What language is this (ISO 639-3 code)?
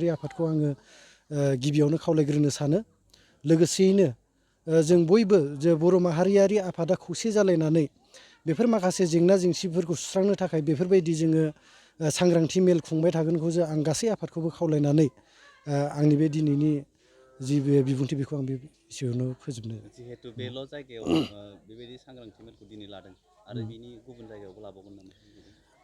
brx